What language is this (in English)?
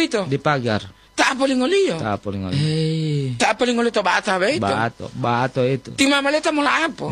Gorontalo